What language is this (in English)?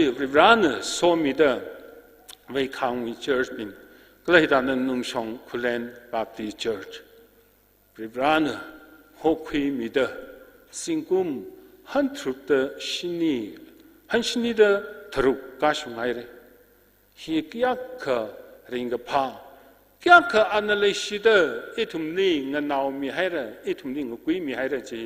Tangkhul Naga (India)